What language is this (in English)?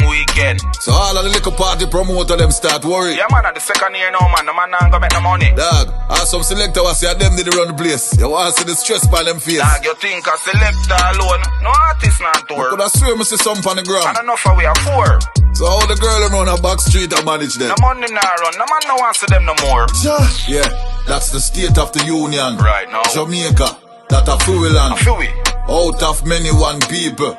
Jamaican Creole English